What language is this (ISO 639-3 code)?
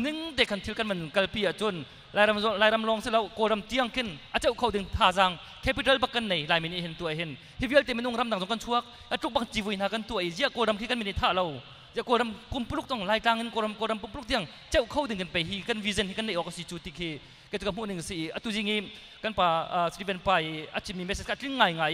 cnh